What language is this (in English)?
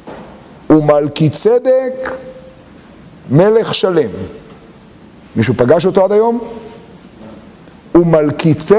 Hebrew